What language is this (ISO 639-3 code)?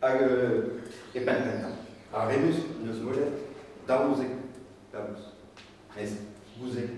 bre